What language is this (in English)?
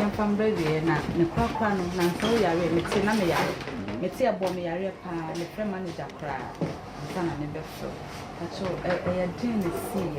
Akan